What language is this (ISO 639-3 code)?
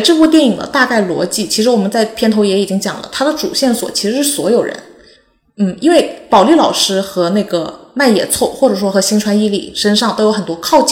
zho